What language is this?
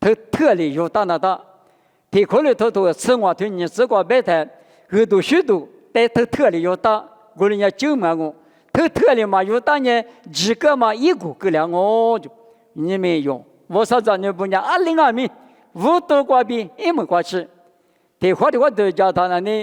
Lisu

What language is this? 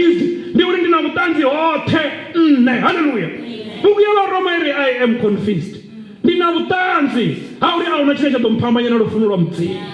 Venda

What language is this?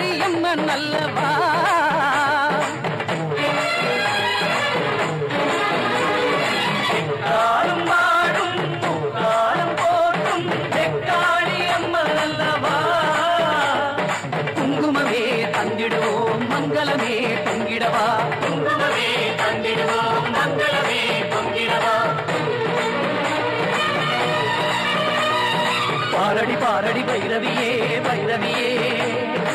Tamil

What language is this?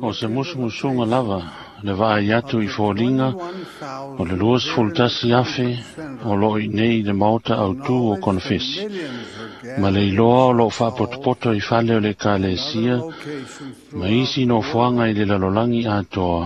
Samoan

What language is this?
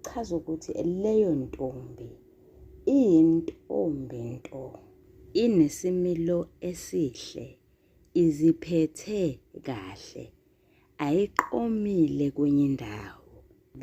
Zulu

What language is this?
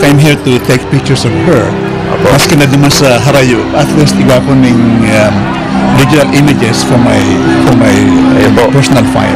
Bikol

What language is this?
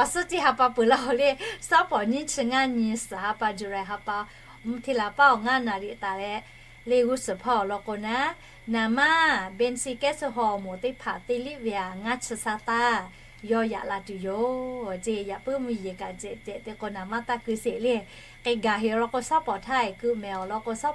Lahu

